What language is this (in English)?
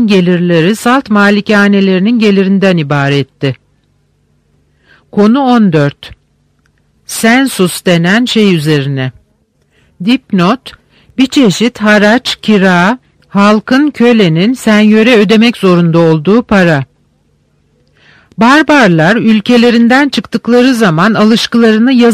Turkish